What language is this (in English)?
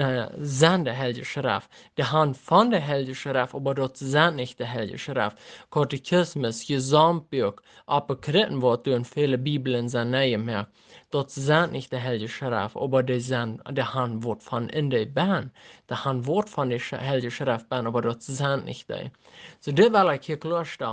Plautdietsch